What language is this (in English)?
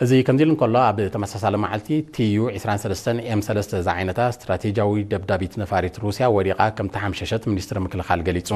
Tigrinya